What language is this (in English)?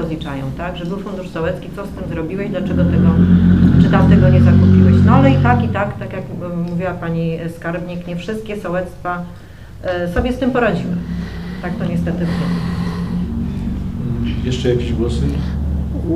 Polish